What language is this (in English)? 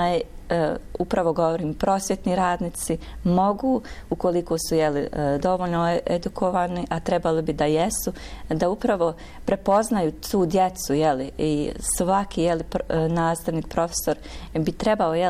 Bosnian